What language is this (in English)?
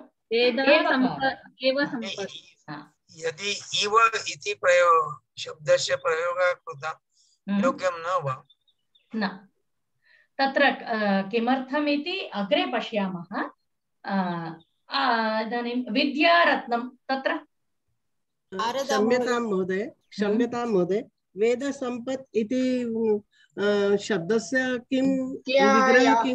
Sanskrit